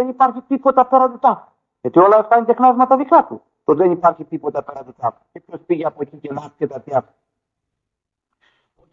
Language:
Greek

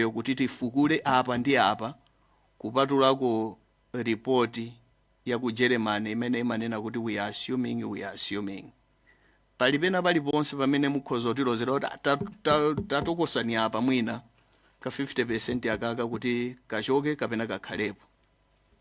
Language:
Nyanja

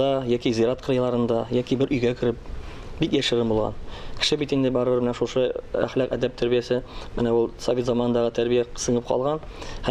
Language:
Tatar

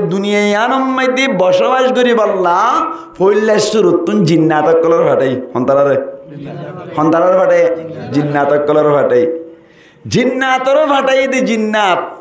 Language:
Rohingya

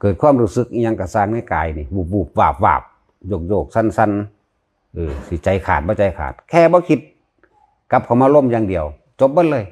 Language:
Northeastern Thai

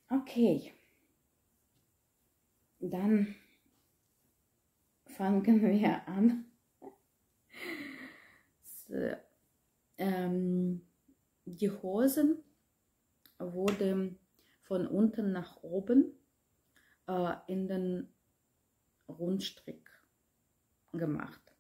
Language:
German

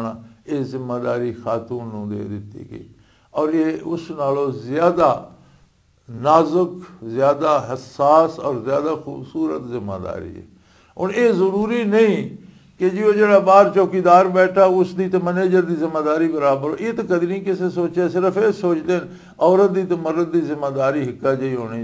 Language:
Western Panjabi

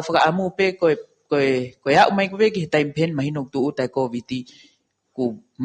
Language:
Tongan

